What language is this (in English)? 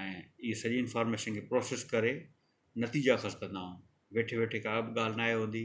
Sindhi